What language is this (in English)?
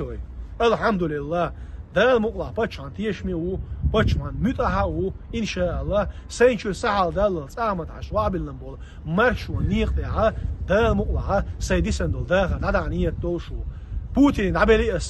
Chechen